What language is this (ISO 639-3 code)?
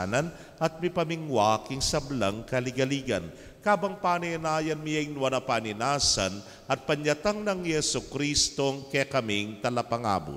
pam